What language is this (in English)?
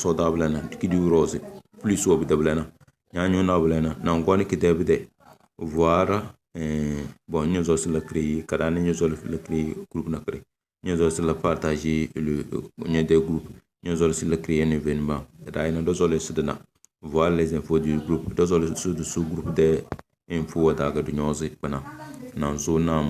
Tem